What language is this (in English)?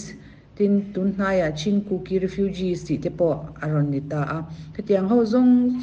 Mizo